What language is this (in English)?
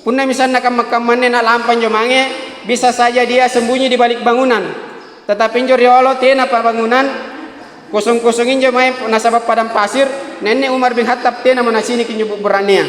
Makasar